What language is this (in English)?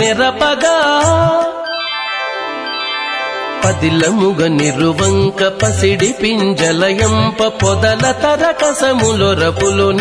Telugu